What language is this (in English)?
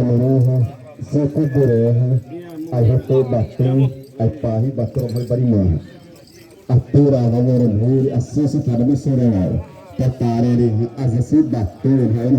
Xavánte